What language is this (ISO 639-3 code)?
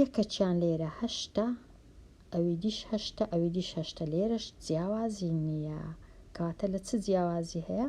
ckb